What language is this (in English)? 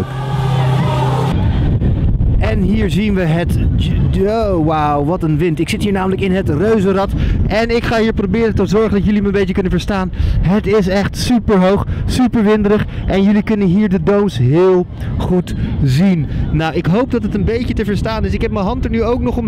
Dutch